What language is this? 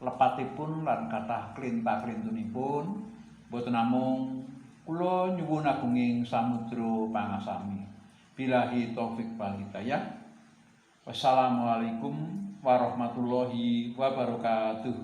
Javanese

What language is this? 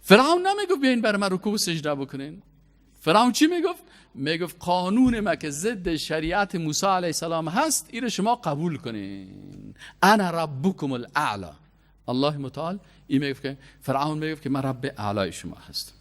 Persian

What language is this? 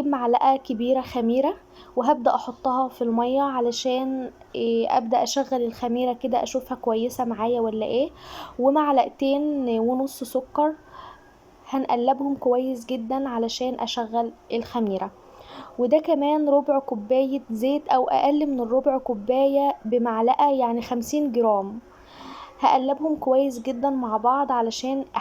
Egyptian Arabic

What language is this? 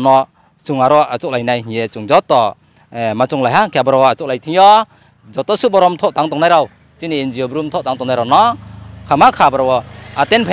Riang (India)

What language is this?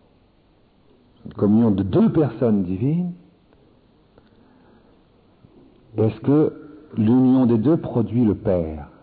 French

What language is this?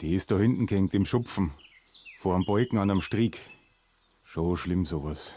Bavarian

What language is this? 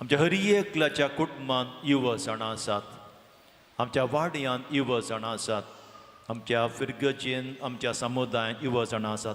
Konkani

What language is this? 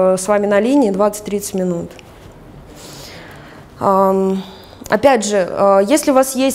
Russian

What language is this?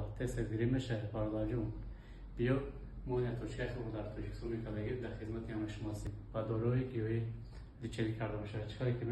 Tajik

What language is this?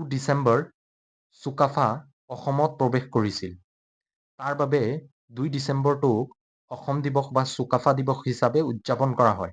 Assamese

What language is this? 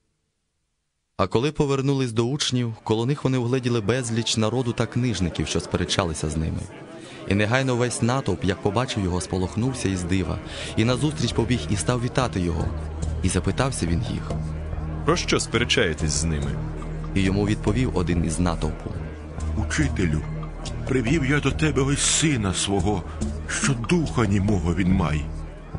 Ukrainian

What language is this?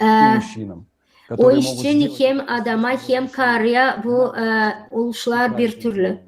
Gagauz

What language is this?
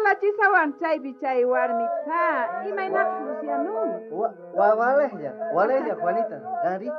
South Bolivian Quechua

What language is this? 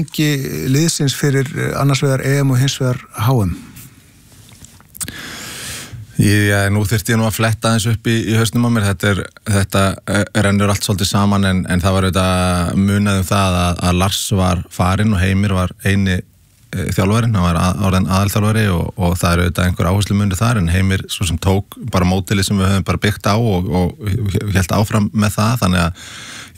Icelandic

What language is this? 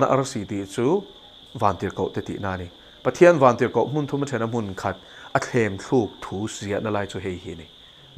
Mizo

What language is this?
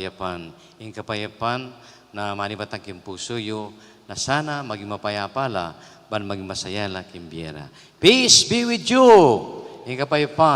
Pampanga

